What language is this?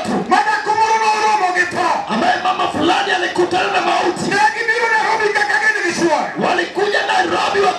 Luo (Kenya and Tanzania)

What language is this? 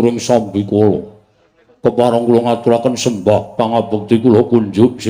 Javanese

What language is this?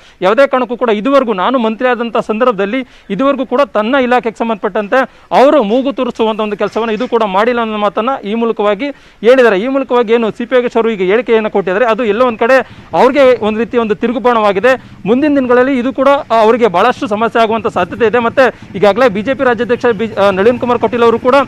Kannada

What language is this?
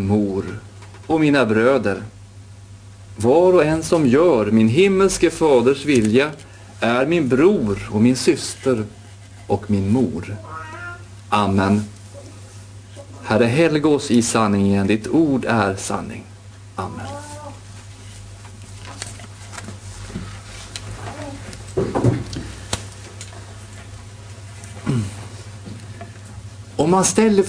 Swedish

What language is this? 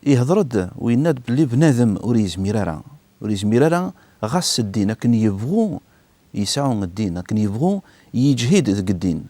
Kabyle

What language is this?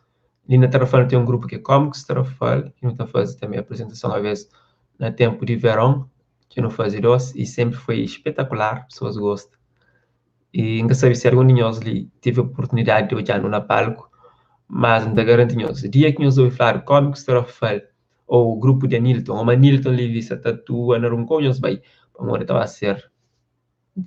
Kabuverdianu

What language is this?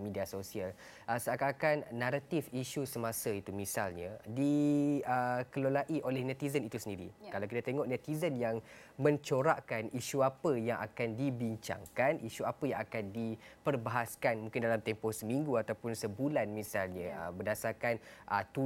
Malay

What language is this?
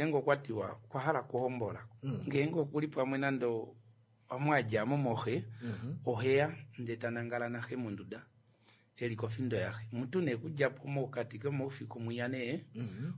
Kuanyama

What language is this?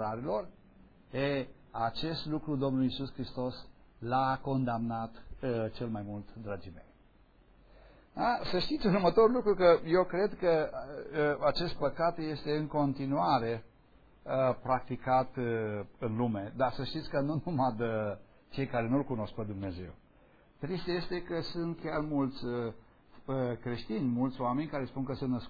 Romanian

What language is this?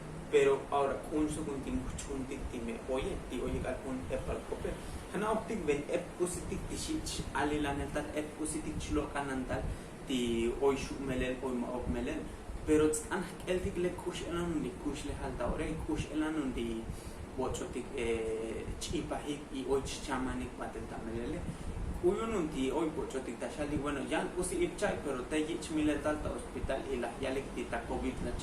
Tzotzil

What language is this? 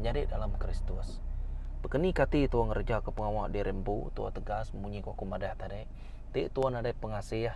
Iban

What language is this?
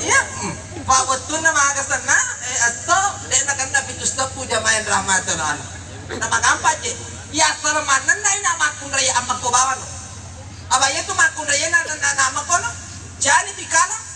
Buginese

